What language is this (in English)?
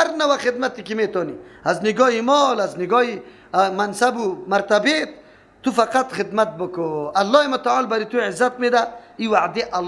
Persian